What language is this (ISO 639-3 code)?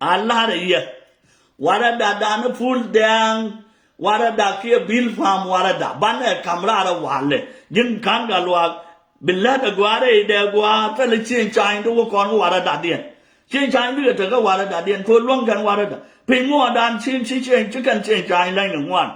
nus